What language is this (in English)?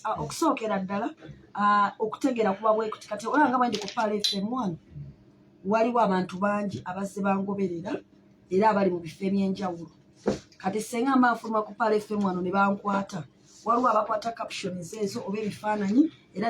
Ganda